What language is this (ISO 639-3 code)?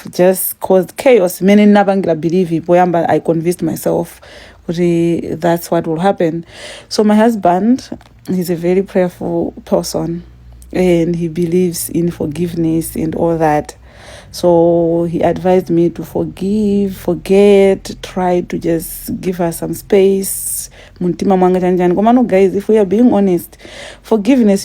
nya